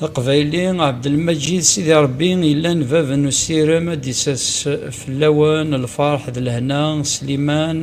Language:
Kabyle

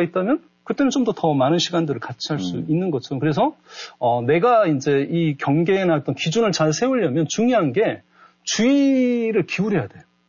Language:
Korean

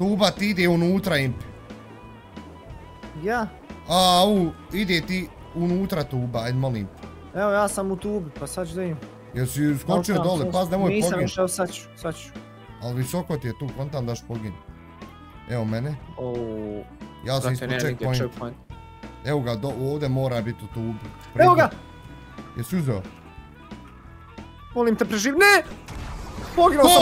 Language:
Bosnian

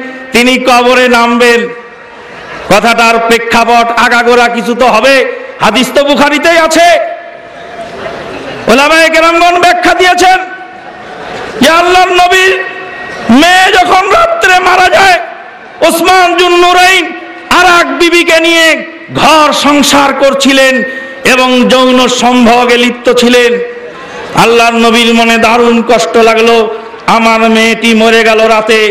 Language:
Bangla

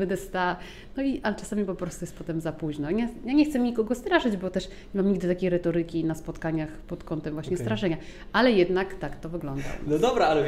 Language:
Polish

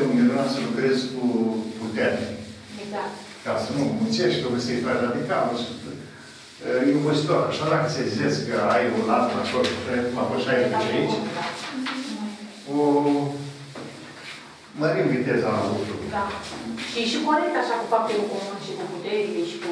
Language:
Romanian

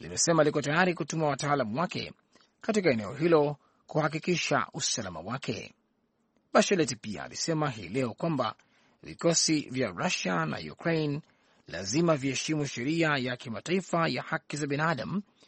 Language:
Swahili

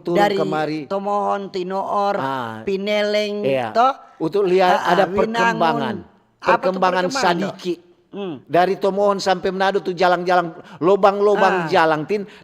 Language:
Manado Malay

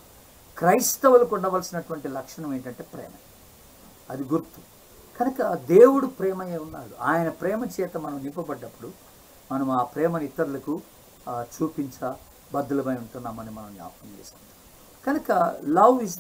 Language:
Telugu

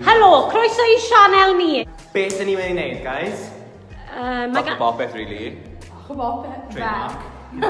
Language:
Welsh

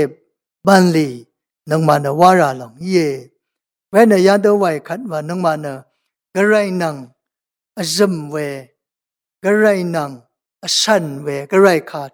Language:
Rawang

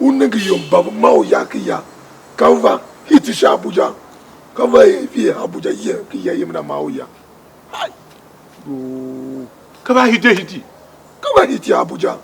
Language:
Tiv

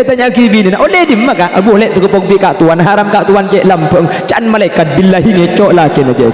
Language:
Madurese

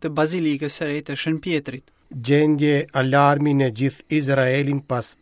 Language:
Albanian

